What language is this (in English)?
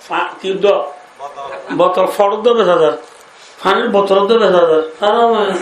Rohingya